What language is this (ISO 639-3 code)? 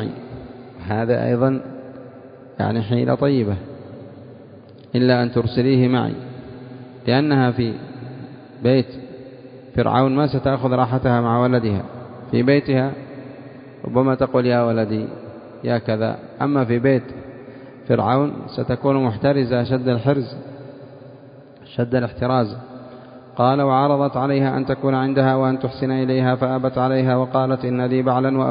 ara